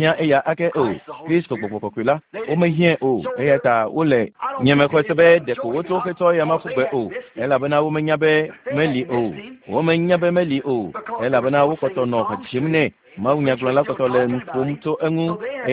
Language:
Ewe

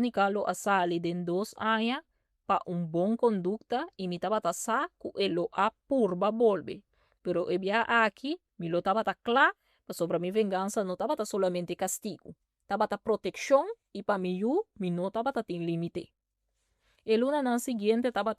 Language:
Papiamento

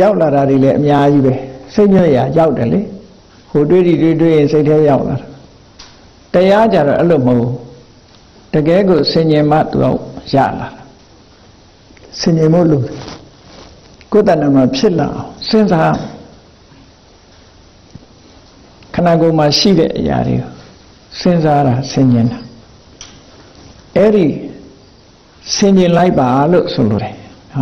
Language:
Burmese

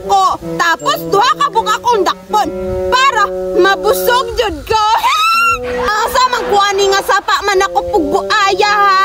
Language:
Cebuano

